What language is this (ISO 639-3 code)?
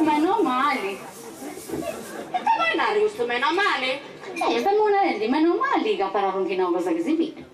srd